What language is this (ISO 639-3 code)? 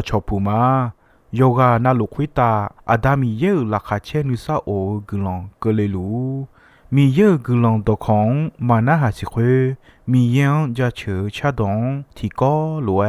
ahk